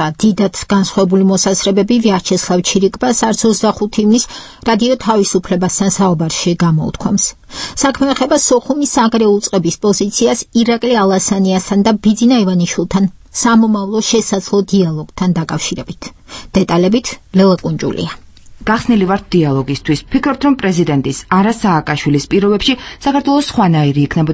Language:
Georgian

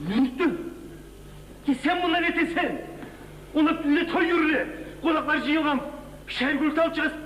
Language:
Kumyk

